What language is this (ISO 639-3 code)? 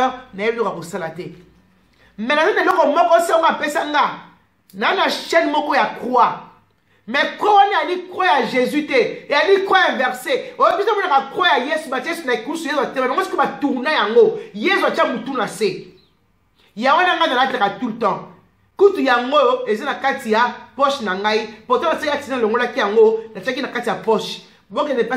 lin